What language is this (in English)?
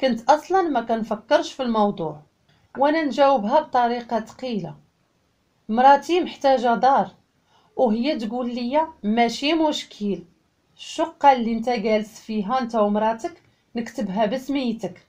Moroccan Arabic